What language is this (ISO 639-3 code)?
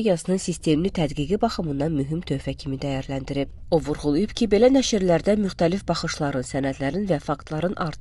aze